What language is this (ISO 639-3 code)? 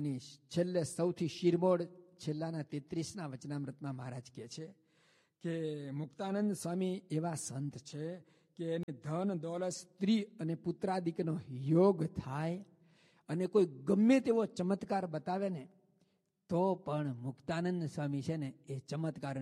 guj